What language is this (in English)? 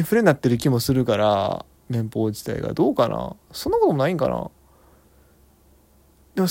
Japanese